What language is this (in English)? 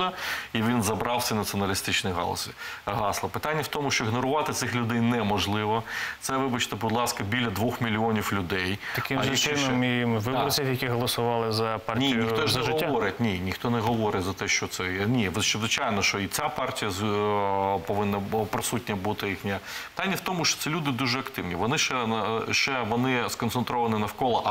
Ukrainian